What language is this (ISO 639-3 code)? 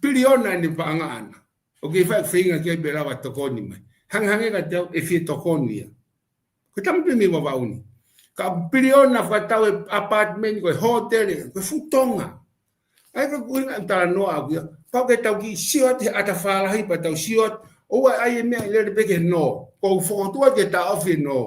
ton